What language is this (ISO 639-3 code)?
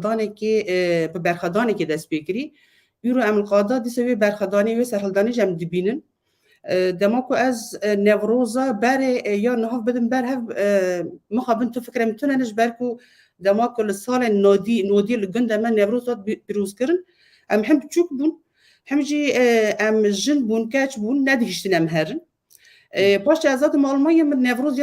kur